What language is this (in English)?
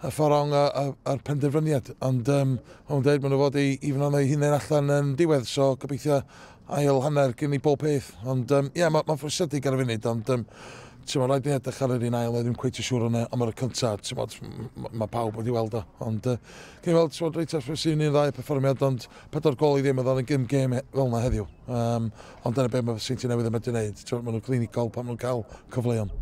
Welsh